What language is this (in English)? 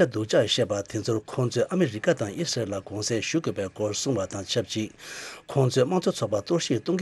Tibetan